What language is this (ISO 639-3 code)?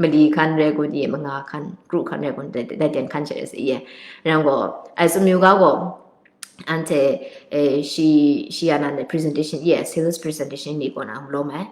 kac